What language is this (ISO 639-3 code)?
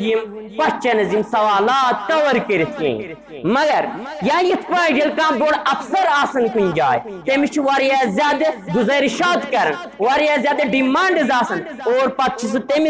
kas